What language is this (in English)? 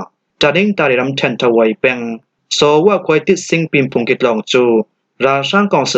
Falam Chin